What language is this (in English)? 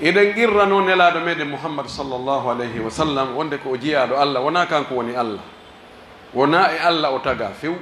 Pular